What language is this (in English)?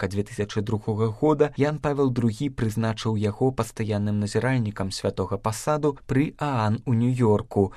Belarusian